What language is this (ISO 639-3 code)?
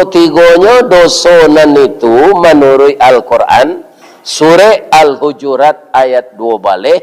min